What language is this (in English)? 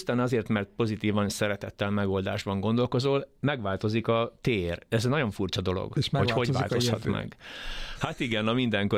Hungarian